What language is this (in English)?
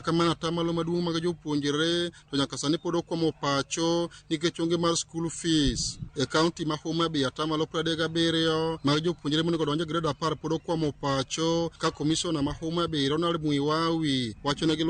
Luo (Kenya and Tanzania)